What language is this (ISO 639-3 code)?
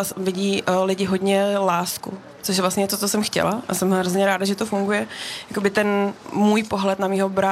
ces